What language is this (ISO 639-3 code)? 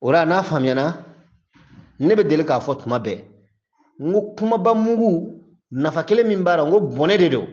bam